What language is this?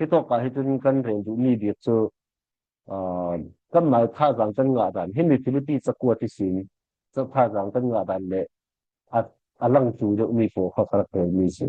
Falam Chin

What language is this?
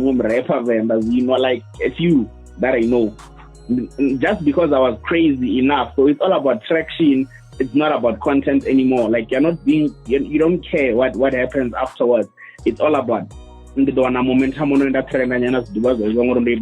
Venda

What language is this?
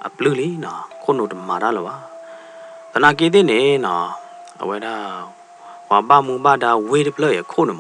S'gaw Karen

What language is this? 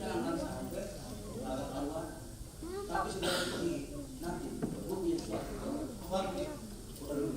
Betawi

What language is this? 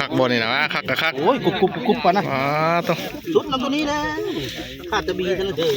Northeastern Thai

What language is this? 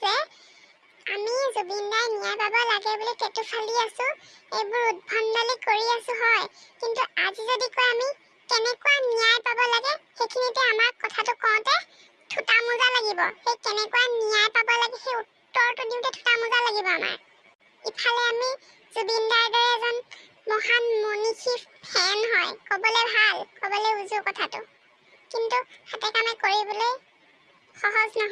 Assamese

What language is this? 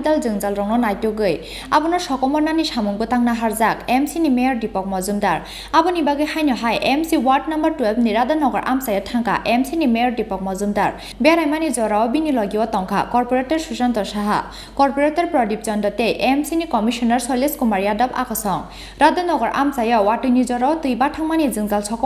Kok Borok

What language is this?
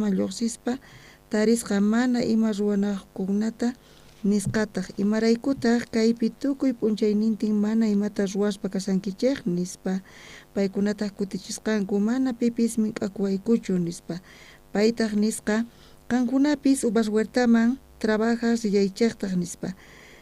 South Bolivian Quechua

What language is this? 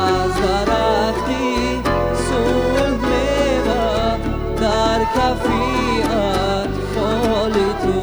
Tajik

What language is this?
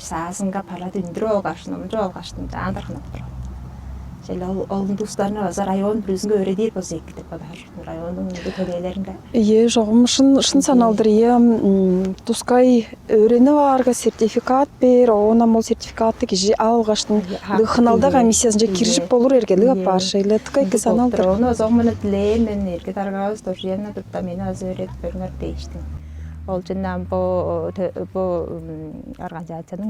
Tuvinian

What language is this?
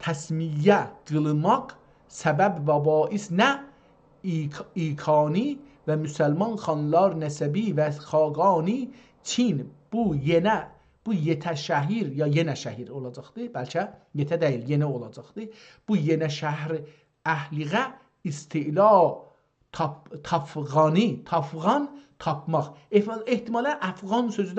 South Azerbaijani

